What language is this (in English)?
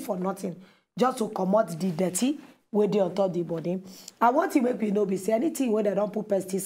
Nigerian Pidgin